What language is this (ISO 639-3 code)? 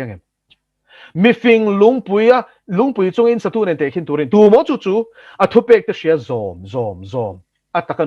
lus